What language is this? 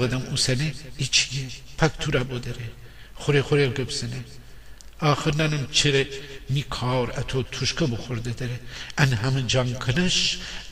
Gilaki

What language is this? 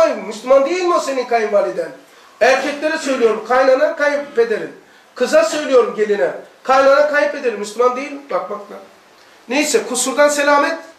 Turkish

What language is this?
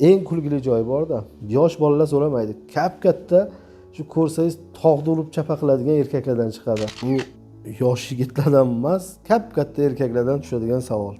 Uzbek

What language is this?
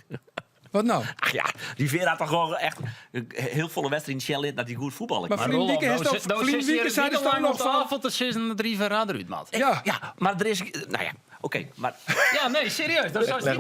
Western Frisian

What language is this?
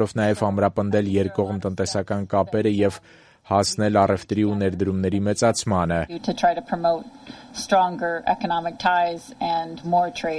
Armenian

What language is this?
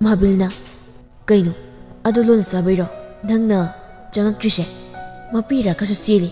Manipuri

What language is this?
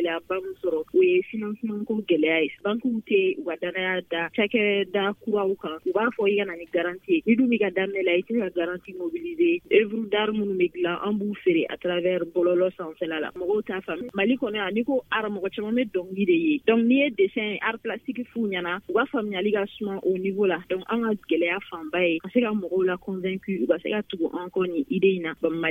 Bambara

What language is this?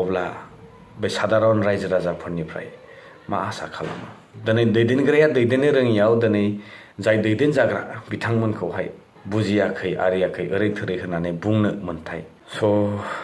Bodo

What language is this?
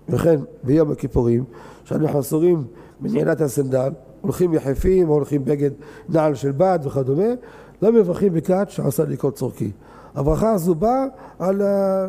Hebrew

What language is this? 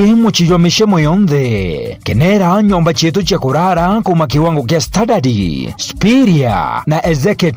Meru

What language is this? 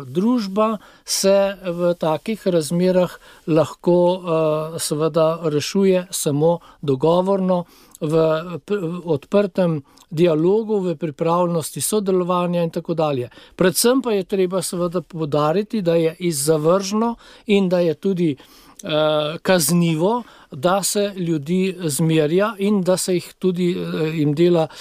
Slovenian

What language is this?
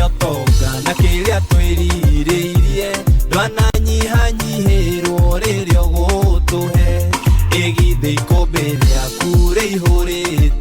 Kikuyu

